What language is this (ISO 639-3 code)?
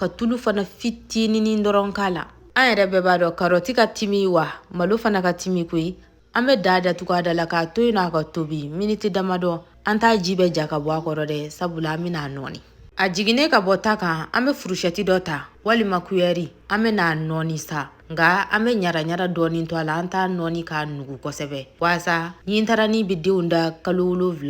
bam